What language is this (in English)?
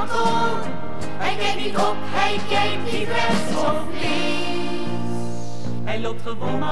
Dutch